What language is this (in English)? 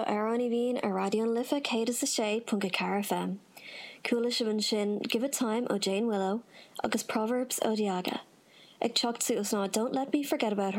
Irish